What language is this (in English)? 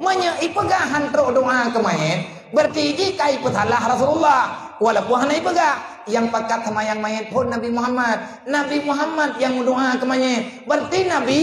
Achinese